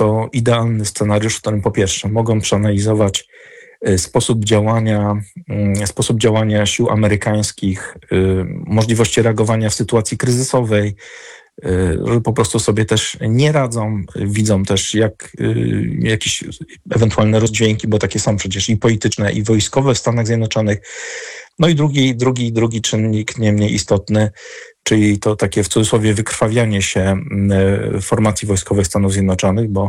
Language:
Polish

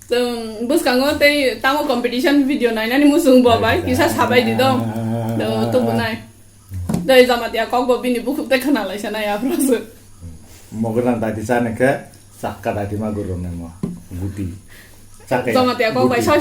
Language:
Kok Borok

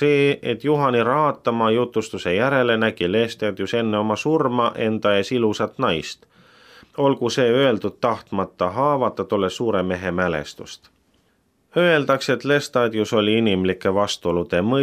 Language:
Estonian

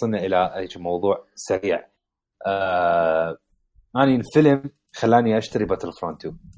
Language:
Mesopotamian Arabic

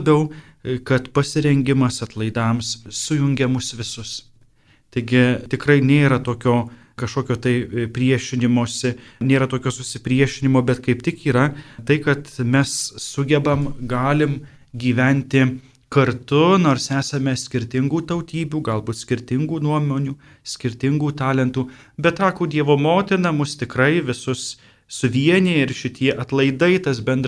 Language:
Lithuanian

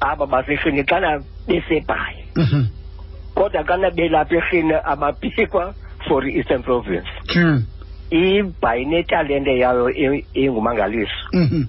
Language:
Xhosa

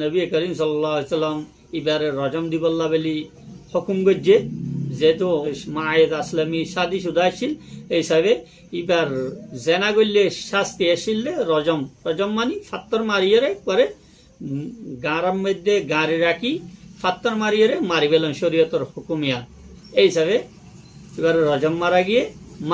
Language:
Rohingya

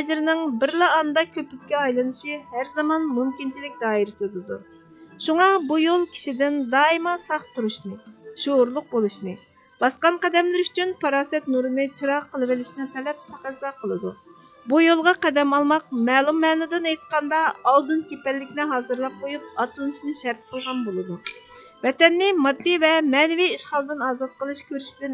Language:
Uyghur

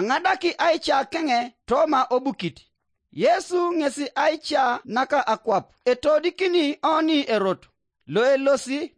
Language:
Teso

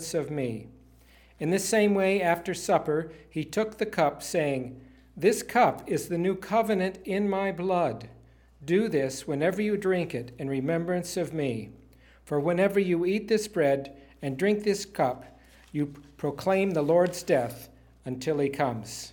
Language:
English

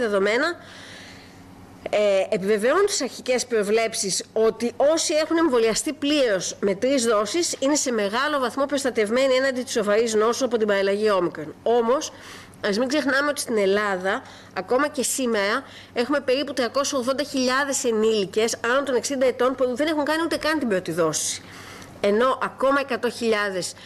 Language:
Greek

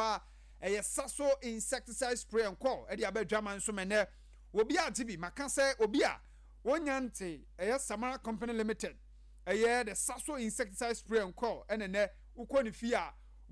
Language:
Akan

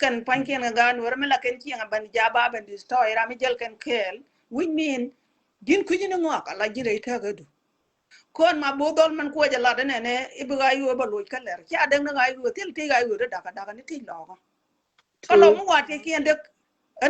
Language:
Nuer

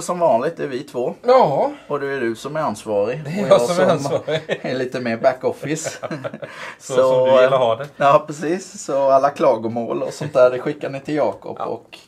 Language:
Swedish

